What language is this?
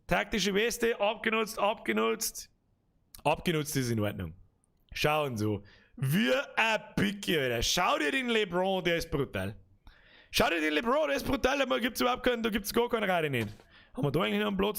Bavarian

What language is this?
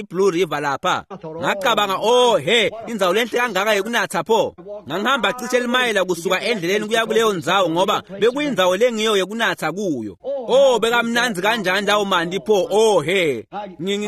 Swati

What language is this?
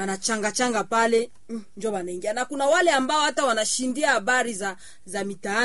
Swahili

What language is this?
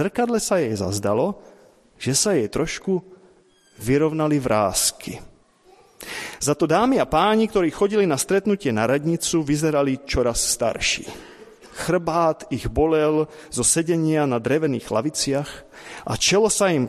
Slovak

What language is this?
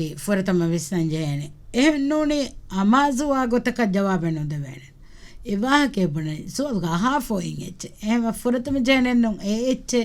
Divehi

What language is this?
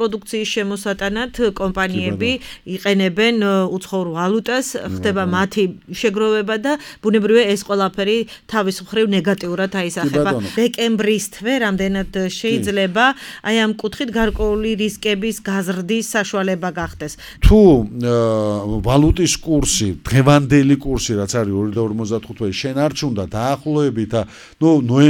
Georgian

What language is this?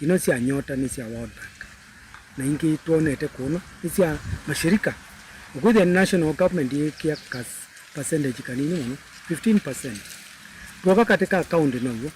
Kamba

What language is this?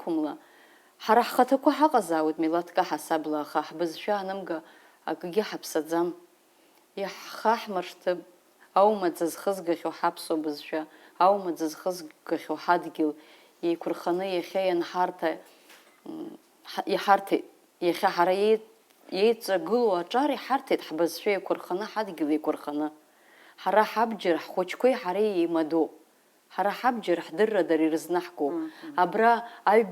Abkhazian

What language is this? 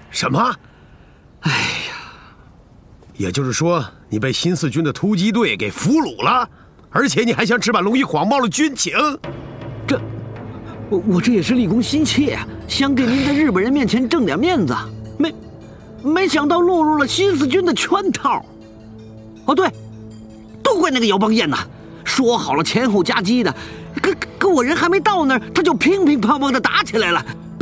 Chinese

